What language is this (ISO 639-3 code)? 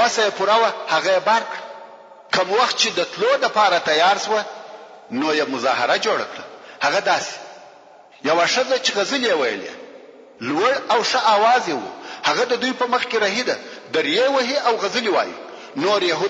pus